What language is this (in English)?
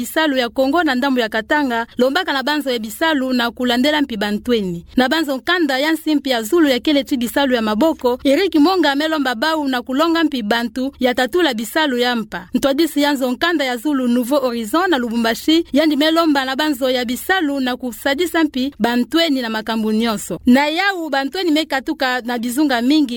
Kituba (Democratic Republic of Congo)